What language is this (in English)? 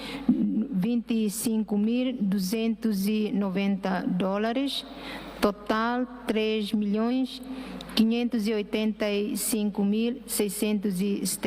Tetum